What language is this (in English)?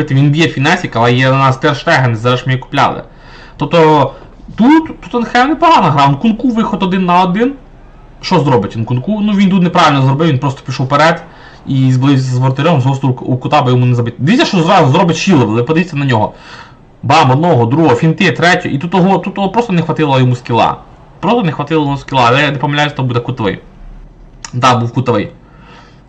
Ukrainian